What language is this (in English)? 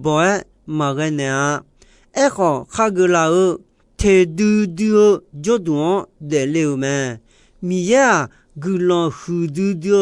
Akha